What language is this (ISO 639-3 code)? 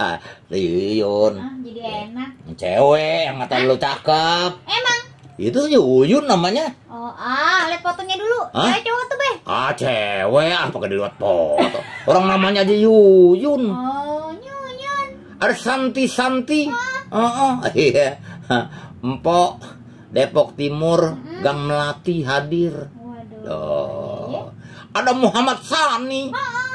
bew